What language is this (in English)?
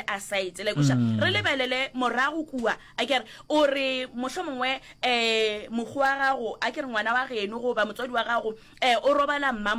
Northern Sotho